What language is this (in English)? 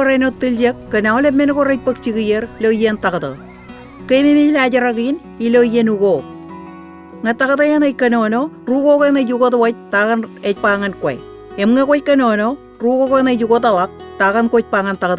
Marshallese